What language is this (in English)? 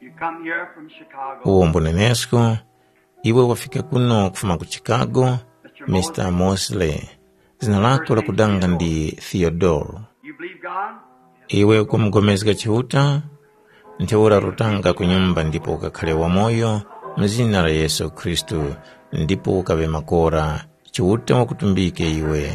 Tumbuka